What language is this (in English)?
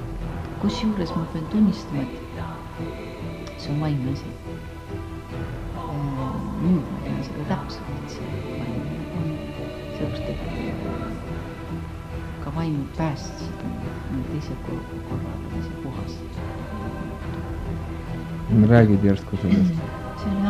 Estonian